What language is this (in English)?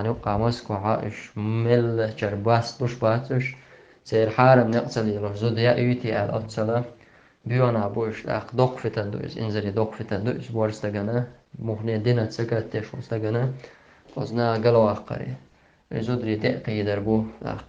Chechen